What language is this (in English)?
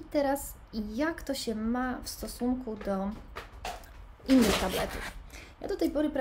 Polish